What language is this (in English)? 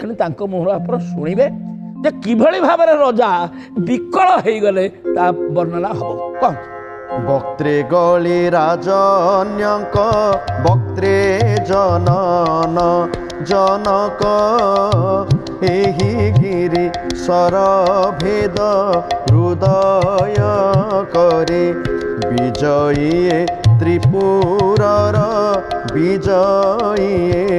Odia